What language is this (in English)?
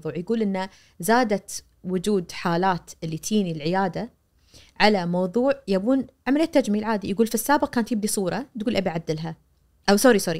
Najdi Arabic